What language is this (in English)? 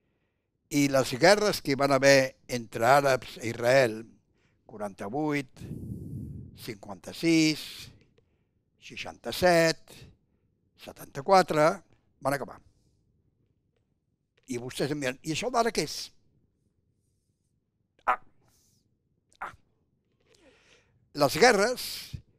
Catalan